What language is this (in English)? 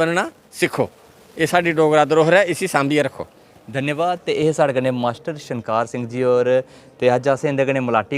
Dogri